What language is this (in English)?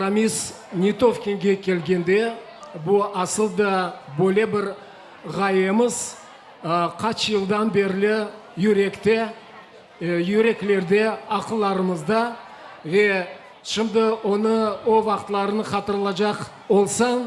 Crimean Tatar